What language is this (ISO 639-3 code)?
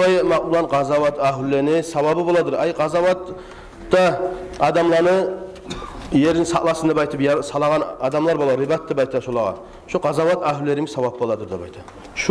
kum